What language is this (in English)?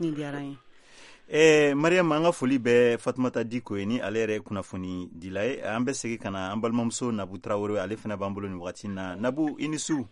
Bambara